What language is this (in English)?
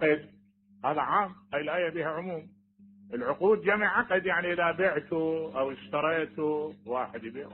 Mesopotamian Arabic